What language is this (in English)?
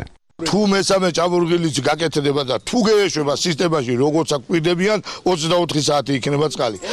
Georgian